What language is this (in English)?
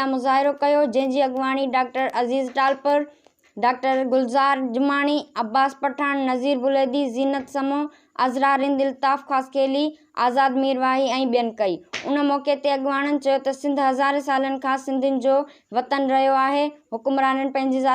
Sindhi